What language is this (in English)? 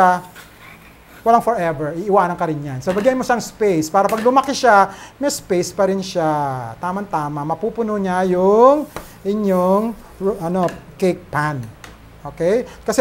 Filipino